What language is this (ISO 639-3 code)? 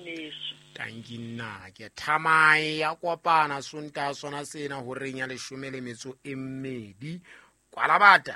sot